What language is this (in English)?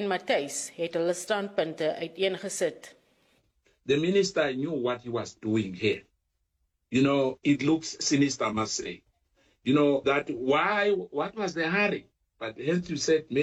Afrikaans